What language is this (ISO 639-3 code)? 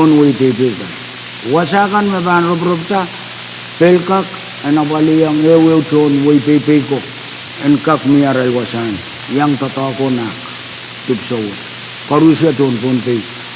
pon